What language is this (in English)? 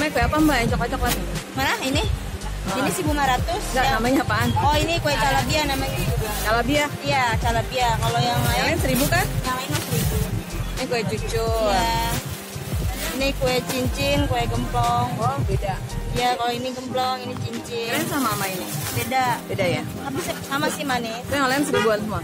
Indonesian